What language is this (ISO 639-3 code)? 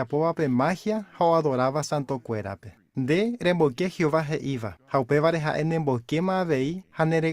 grn